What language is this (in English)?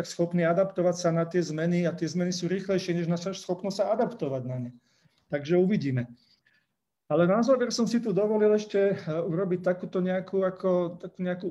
Slovak